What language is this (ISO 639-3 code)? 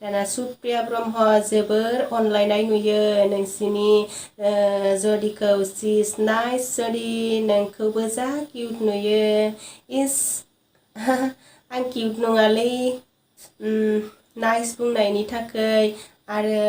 brx